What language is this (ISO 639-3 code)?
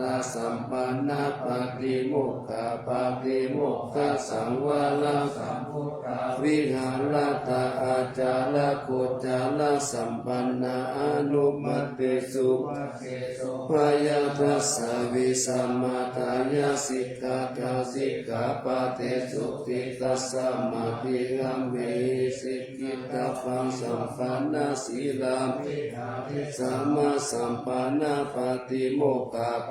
pli